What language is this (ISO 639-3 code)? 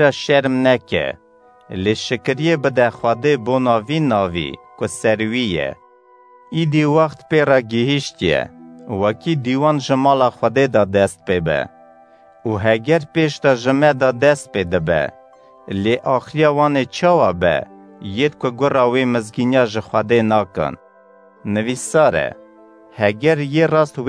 kur